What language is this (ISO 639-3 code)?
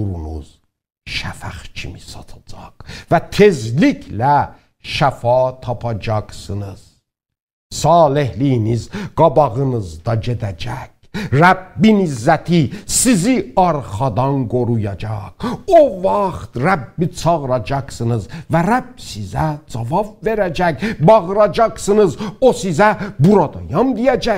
azb